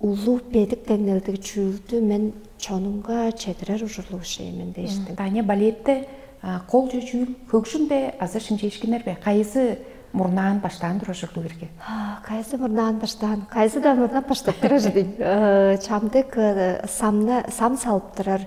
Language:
Tuvinian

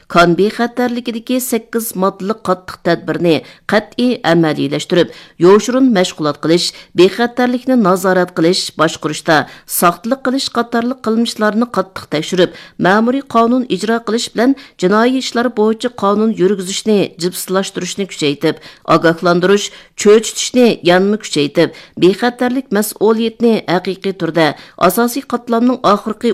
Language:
Uyghur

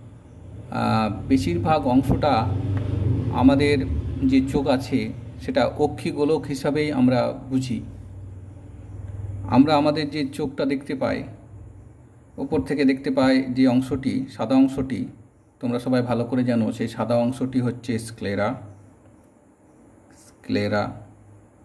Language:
Bangla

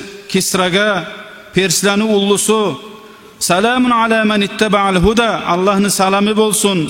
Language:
Kumyk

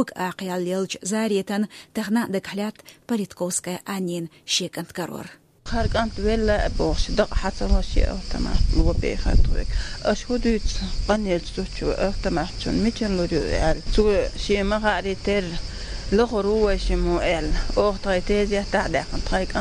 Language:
Chechen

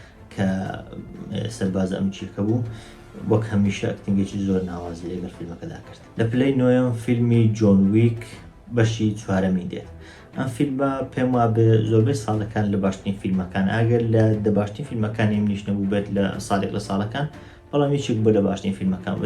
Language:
Central Kurdish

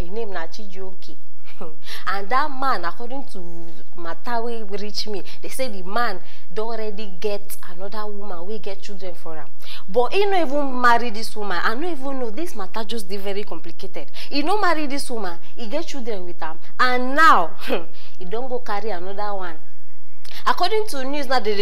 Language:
Nigerian Pidgin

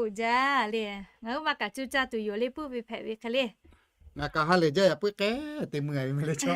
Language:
Lahu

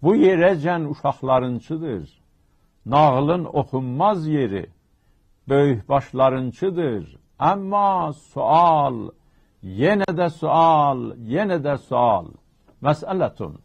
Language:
South Azerbaijani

